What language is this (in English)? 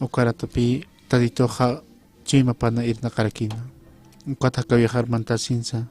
Aymara